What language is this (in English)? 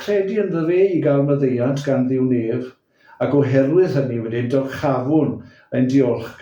Welsh